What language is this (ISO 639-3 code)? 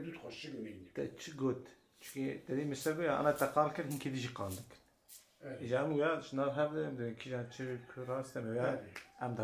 kur